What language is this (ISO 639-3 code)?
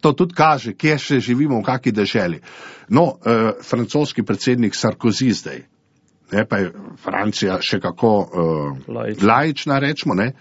slv